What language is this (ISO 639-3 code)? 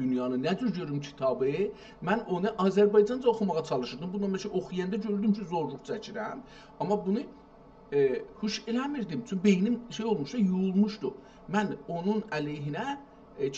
azb